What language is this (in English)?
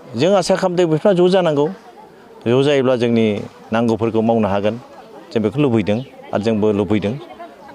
Bodo